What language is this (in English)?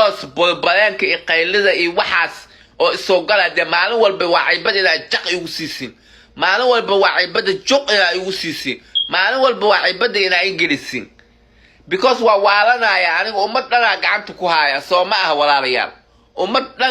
Somali